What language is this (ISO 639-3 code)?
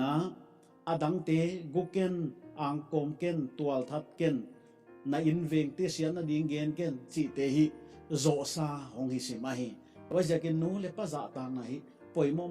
pck